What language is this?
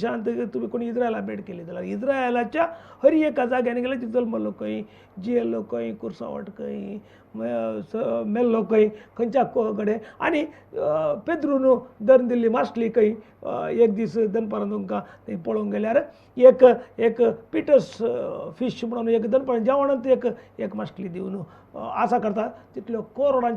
Konkani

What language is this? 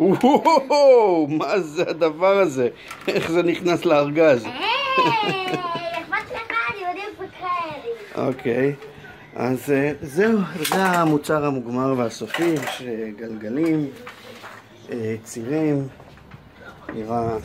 Hebrew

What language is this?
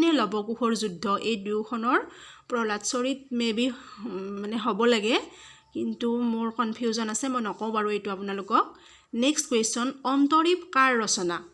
Assamese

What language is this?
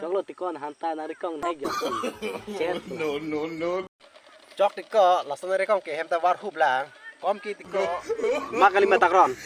Karbi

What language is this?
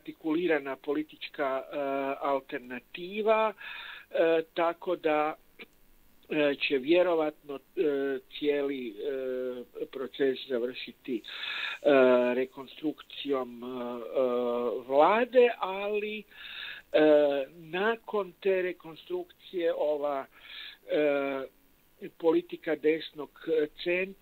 Croatian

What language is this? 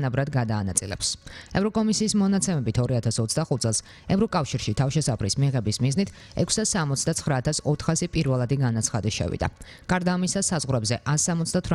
Georgian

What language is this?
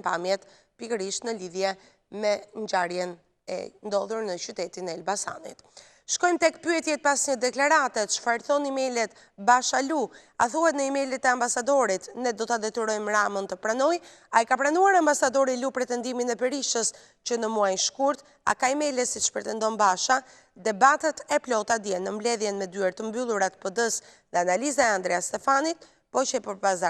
Albanian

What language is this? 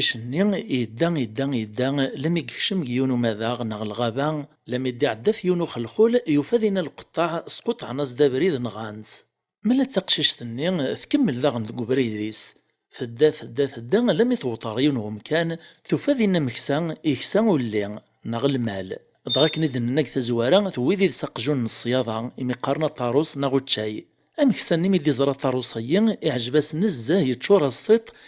Kabyle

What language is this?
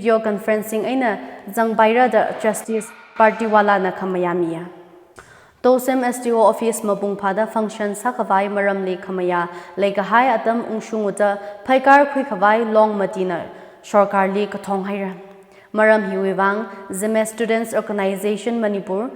Tangkhul Naga (India)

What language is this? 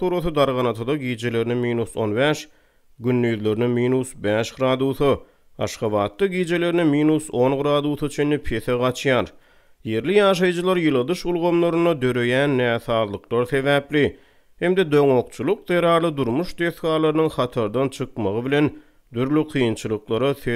Turkmen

